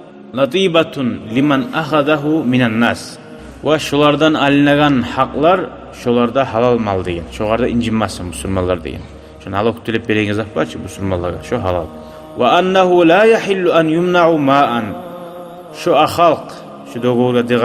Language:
Kumyk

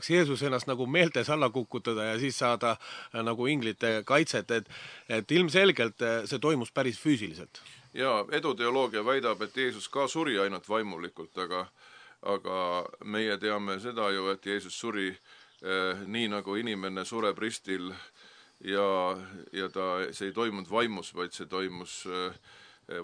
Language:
Estonian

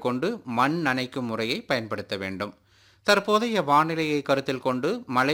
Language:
Tamil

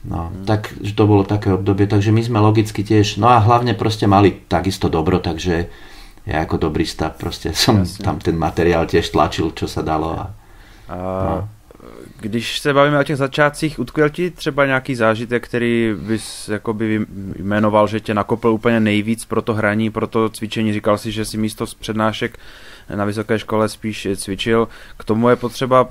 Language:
Slovak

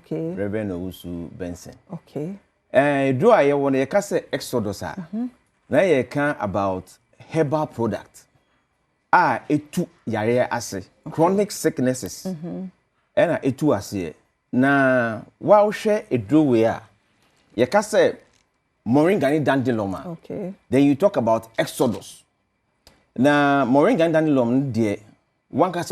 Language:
Akan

